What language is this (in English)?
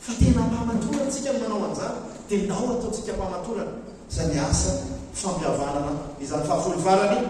Malagasy